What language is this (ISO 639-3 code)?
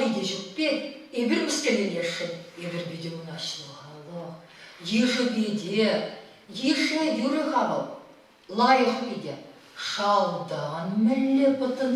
chv